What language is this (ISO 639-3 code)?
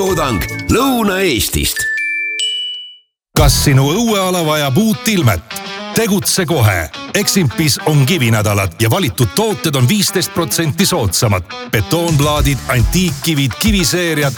est